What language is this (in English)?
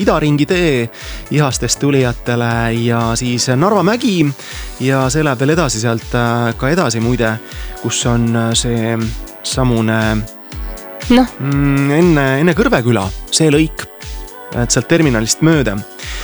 Estonian